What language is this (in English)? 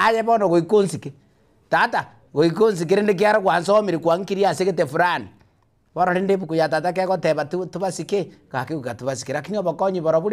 Gusii